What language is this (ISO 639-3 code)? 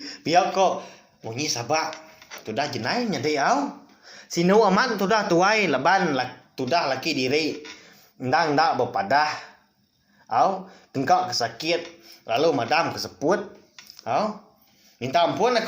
iba